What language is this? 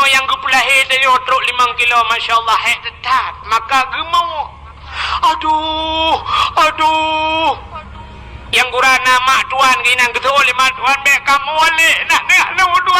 Achinese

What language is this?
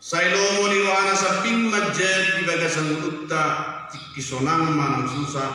Batak Toba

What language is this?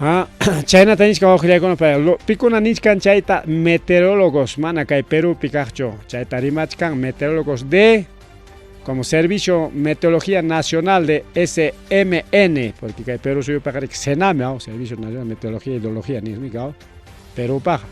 Ayacucho Quechua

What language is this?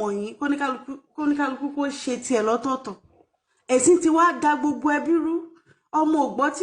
Yoruba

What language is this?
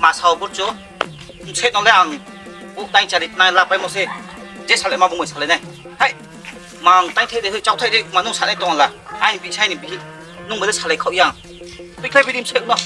Riang (India)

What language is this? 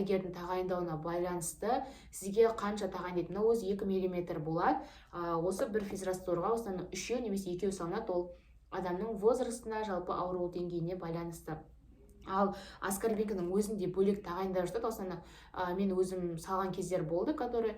Kazakh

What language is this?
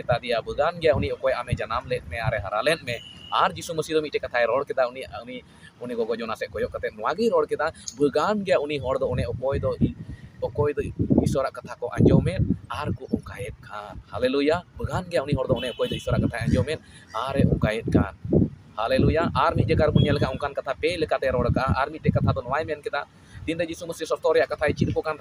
Santali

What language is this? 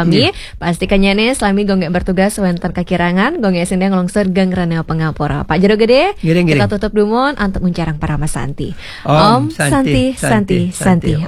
Balinese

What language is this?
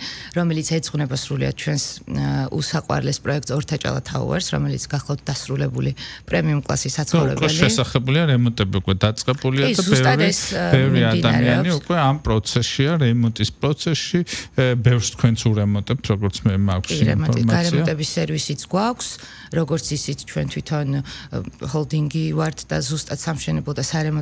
Georgian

